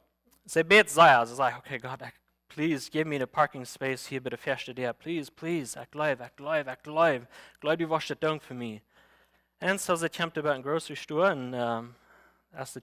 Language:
Plautdietsch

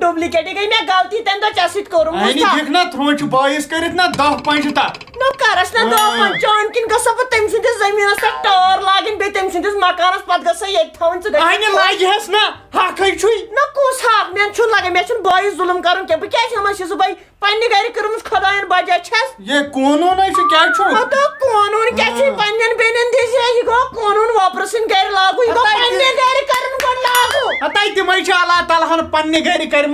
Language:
Kashmiri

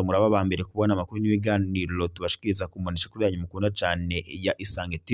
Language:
Rundi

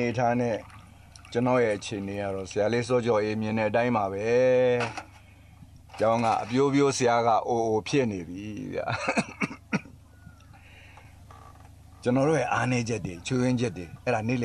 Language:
Burmese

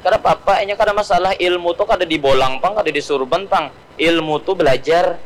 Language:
Banjar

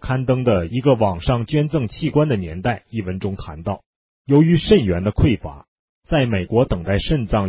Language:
Chinese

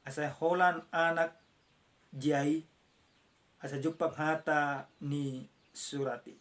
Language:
Batak Toba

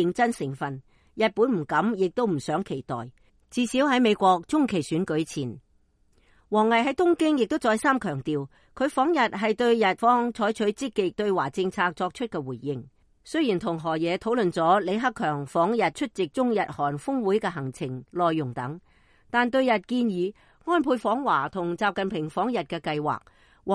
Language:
Cantonese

